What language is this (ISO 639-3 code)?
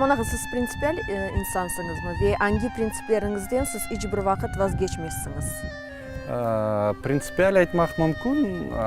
crh